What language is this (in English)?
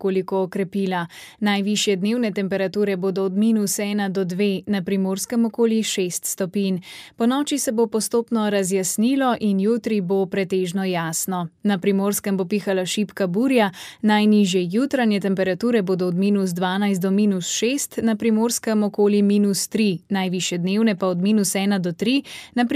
Slovenian